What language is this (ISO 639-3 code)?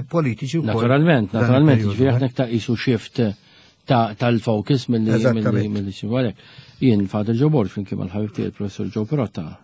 mlt